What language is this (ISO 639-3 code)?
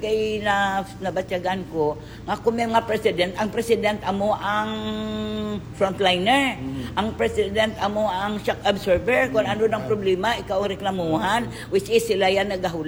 hil